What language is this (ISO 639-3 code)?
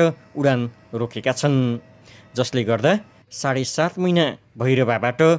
nep